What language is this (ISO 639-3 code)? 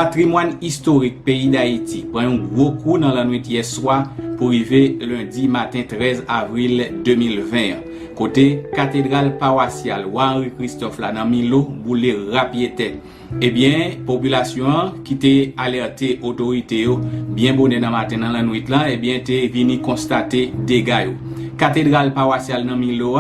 hat